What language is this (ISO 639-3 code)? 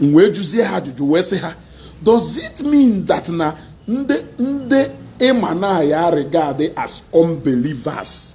ibo